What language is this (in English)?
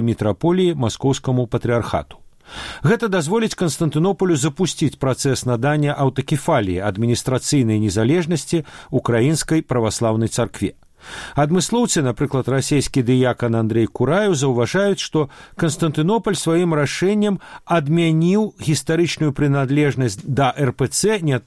Belarusian